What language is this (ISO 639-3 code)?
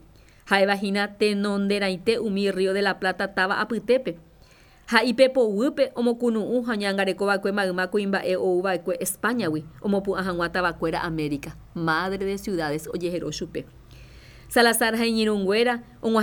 grn